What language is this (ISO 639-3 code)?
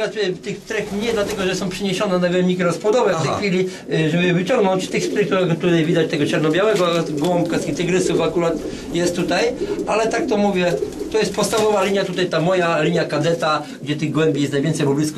pol